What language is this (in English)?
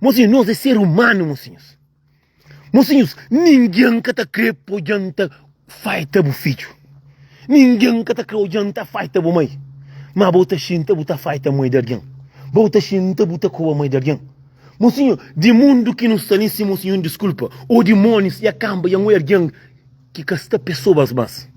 Kabuverdianu